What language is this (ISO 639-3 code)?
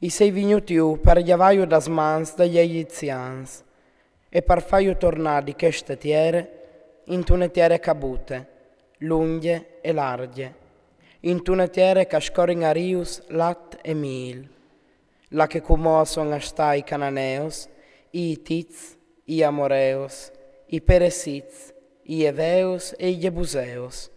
fur